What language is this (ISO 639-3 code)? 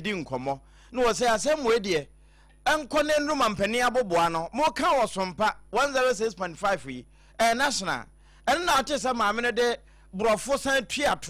aka